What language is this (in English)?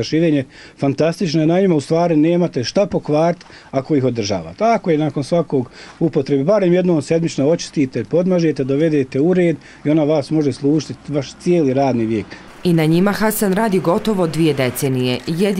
Bosnian